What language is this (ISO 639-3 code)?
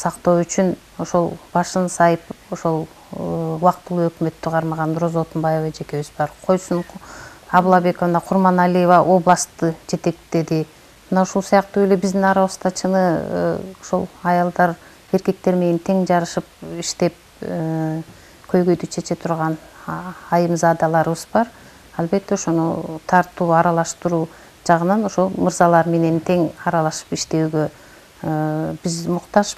kir